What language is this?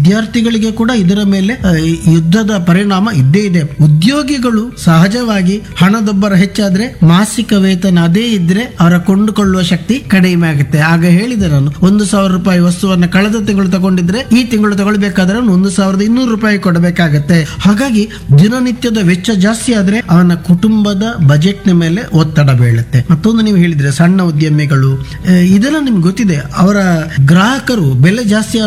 Kannada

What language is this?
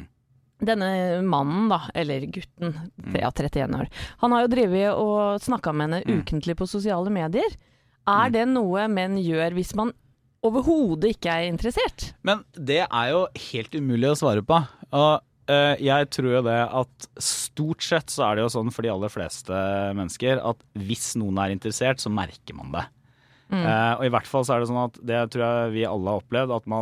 Norwegian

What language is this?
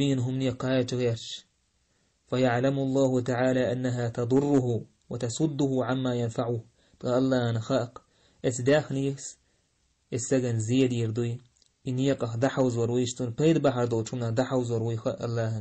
Chechen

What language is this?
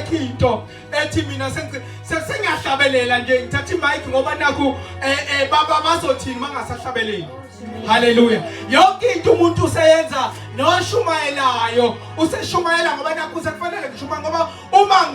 Zulu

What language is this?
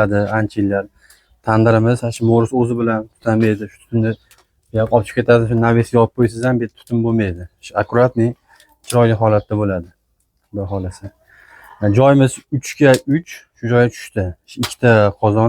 Uzbek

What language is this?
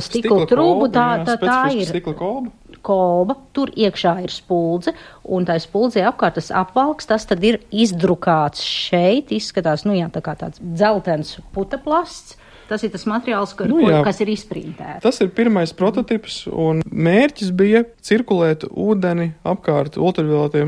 Latvian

